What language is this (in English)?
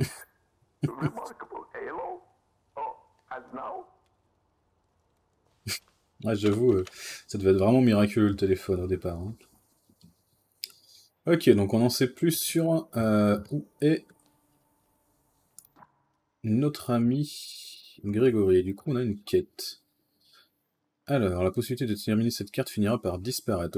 French